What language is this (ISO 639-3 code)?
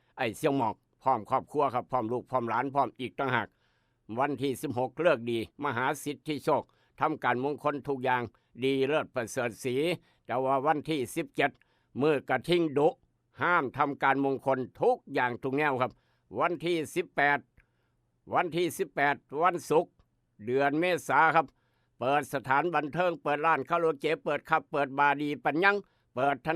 tts